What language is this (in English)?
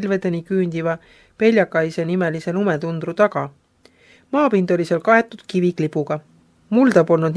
Estonian